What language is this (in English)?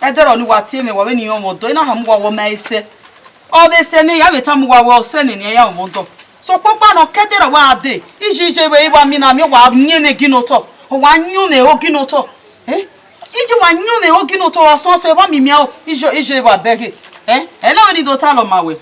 Bini